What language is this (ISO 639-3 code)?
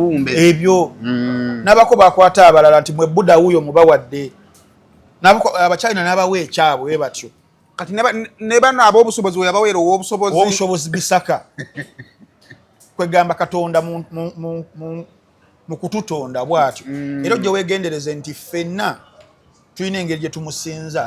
lug